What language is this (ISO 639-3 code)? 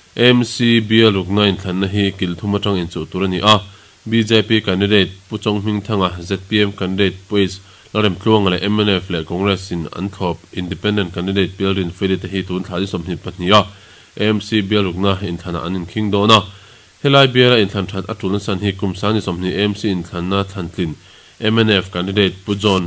lus